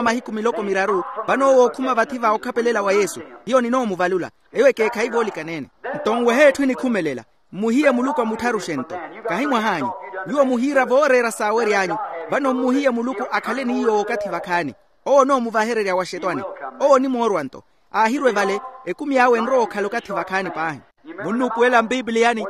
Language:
Makhuwa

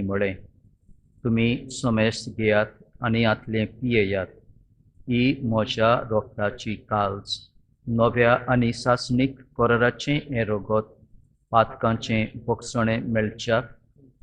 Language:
Konkani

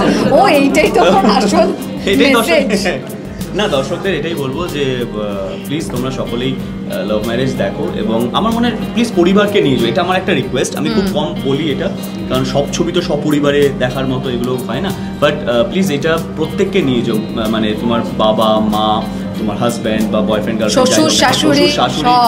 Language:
Bangla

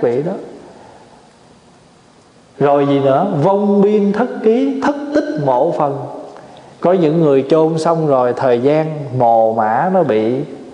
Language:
Vietnamese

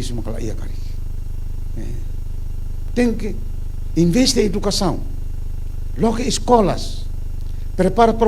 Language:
Tetum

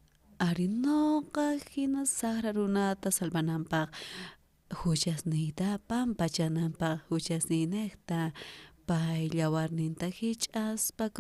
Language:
South Bolivian Quechua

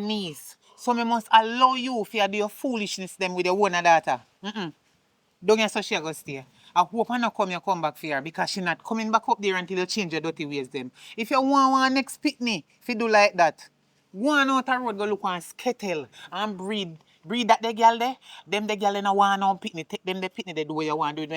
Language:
Jamaican Creole English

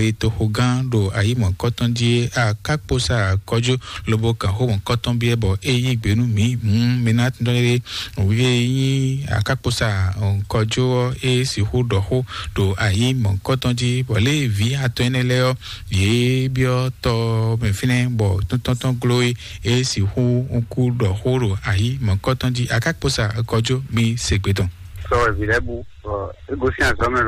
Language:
Fon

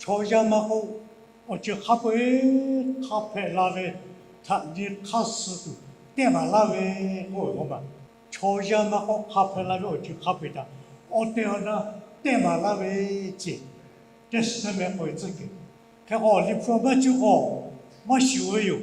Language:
Lahu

